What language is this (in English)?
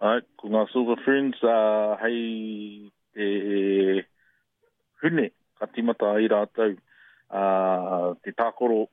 Māori